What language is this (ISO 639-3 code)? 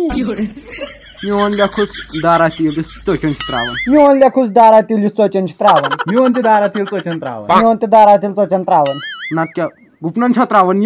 kas